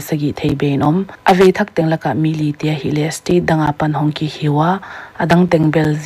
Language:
Paite Chin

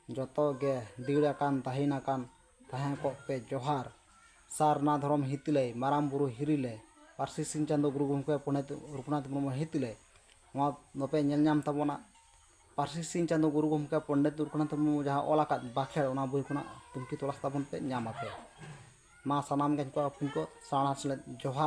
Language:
Santali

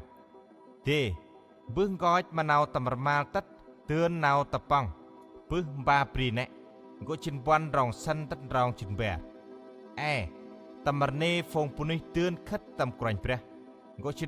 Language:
Central Mnong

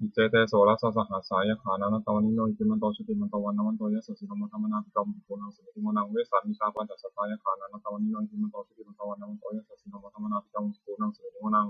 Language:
Pali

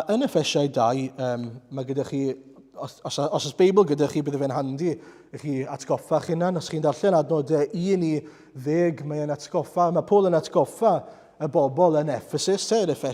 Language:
Welsh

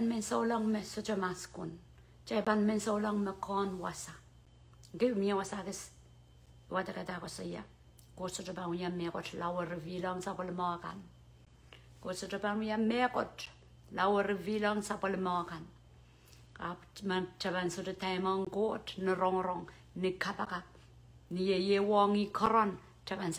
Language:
Pohnpeian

